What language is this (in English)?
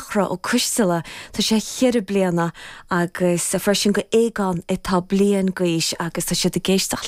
Irish